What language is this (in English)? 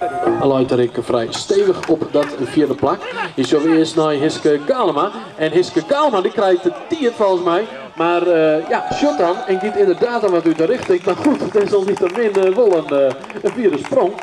Western Frisian